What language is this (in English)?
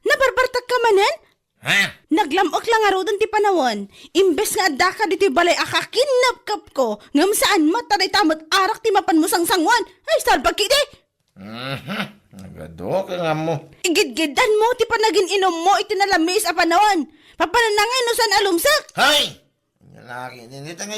Iloko